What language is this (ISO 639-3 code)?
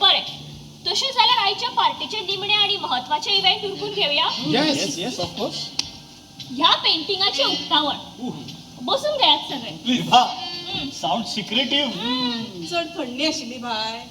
kok